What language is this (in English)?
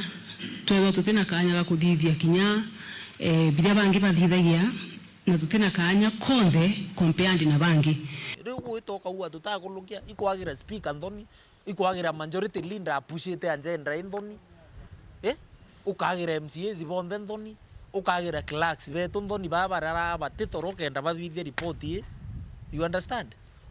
Meru